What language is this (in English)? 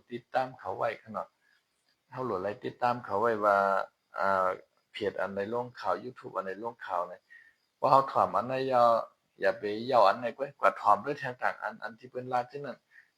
Shan